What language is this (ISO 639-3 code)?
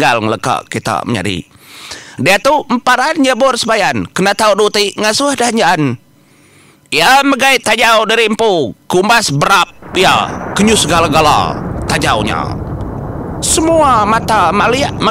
iba